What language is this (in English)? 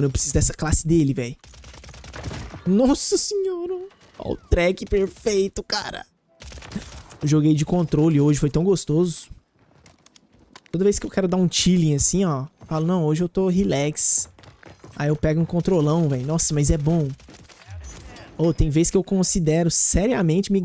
Portuguese